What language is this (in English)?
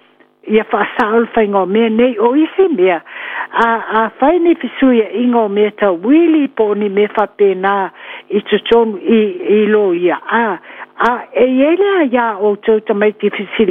Samoan